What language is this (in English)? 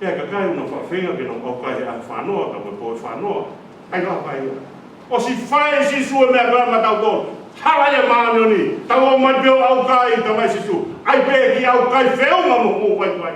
Tongan